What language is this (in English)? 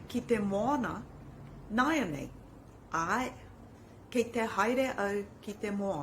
Māori